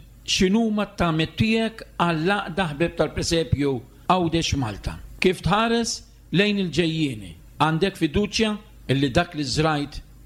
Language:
Maltese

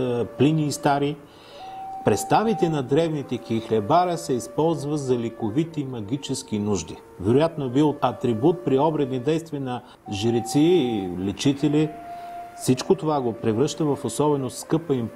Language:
Bulgarian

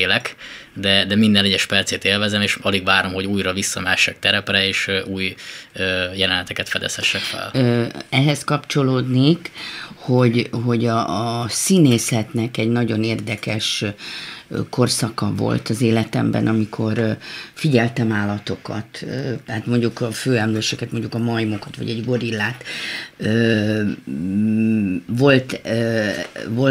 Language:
Hungarian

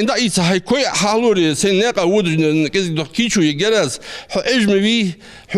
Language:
Ingush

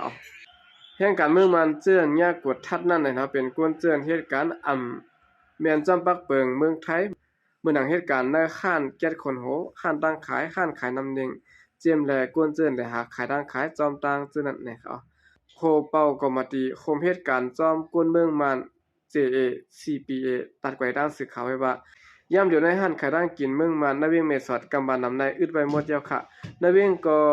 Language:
Shan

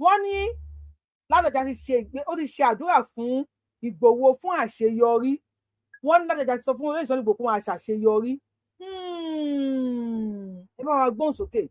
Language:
Yoruba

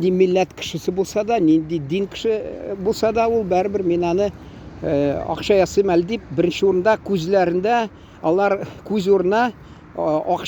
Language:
Tatar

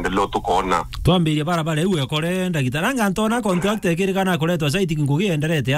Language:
Meru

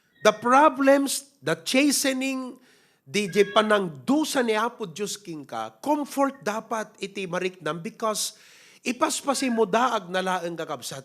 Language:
Iloko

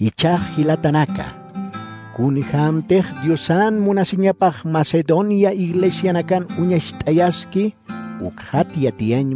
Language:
Aymara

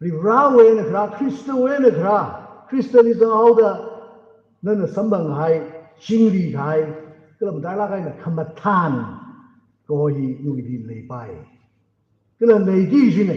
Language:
Tangkhul Naga (India)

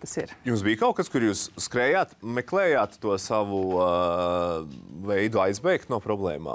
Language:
Latvian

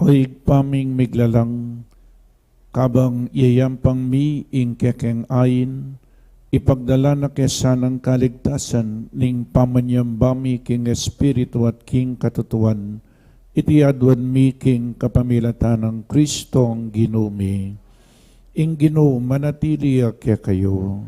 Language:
Pampanga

